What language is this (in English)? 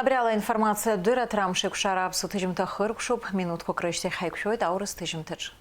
Abkhazian